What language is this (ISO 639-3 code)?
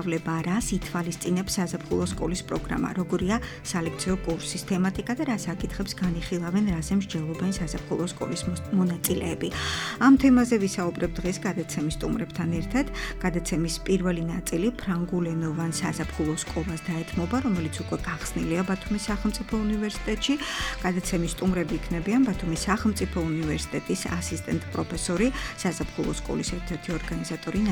kat